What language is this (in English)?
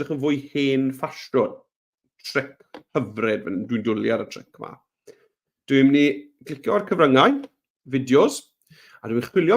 Welsh